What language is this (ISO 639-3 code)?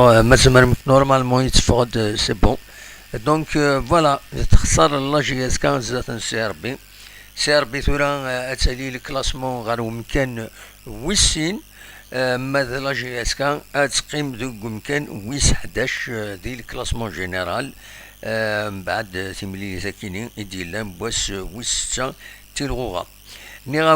kab